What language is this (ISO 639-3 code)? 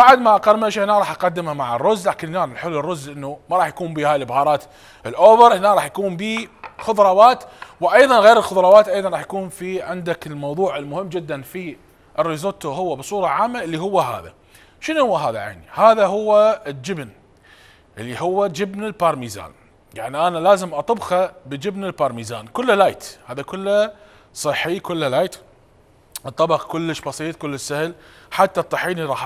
acm